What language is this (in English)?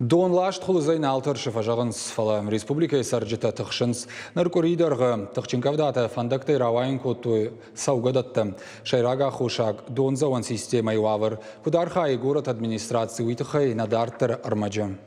Ossetic